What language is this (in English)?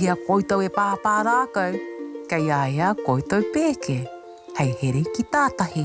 Māori